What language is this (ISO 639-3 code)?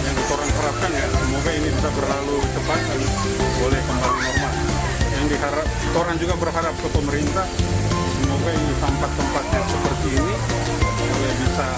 xmm